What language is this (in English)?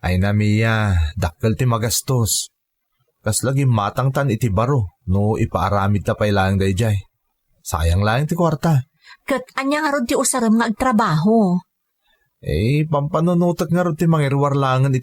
Iloko